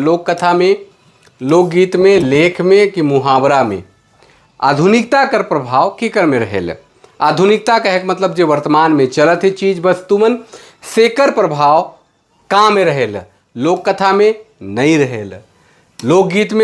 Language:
Sadri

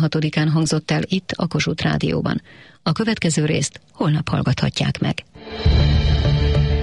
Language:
Hungarian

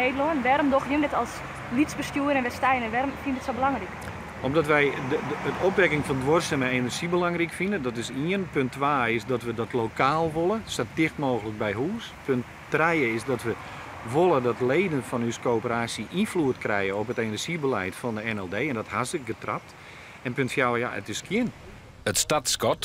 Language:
Western Frisian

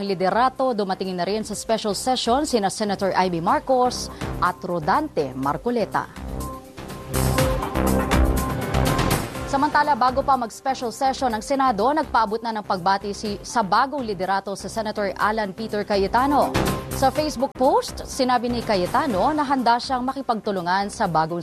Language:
Filipino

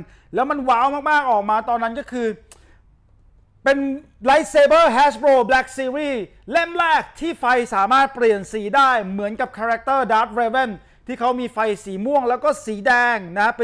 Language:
Thai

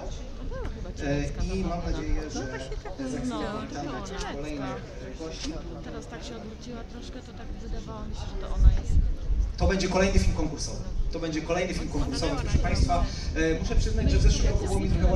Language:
Polish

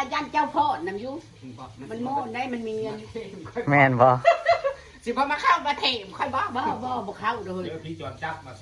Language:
Northeastern Thai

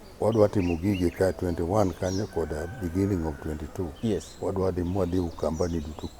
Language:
Luo (Kenya and Tanzania)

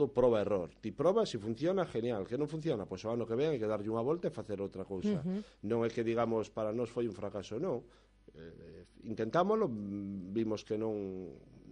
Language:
Galician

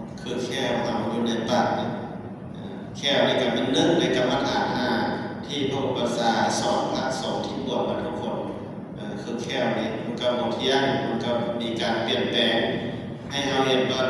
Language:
Lao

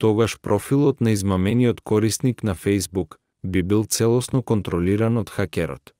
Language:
Macedonian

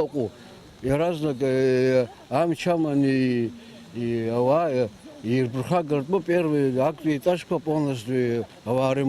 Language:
Abkhazian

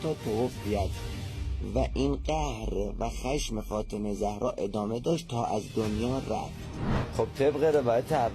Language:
Persian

